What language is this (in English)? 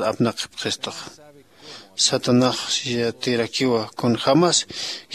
Aymara